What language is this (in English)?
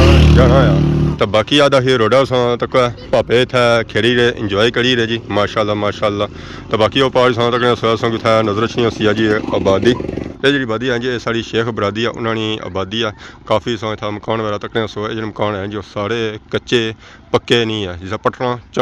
Pahari-Potwari